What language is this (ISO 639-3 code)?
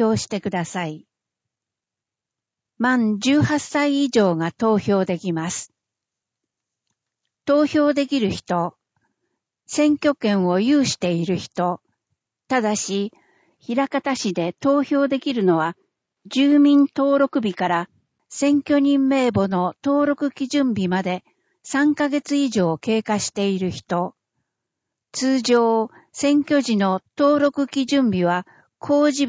jpn